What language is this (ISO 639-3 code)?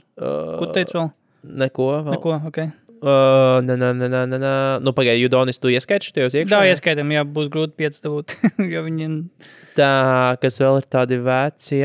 lav